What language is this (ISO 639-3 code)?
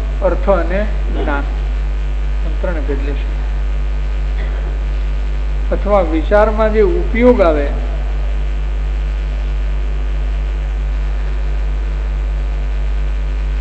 guj